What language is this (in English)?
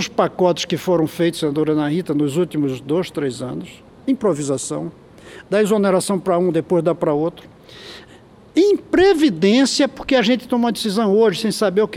Portuguese